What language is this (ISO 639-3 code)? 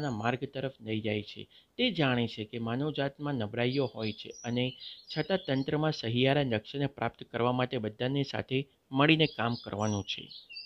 guj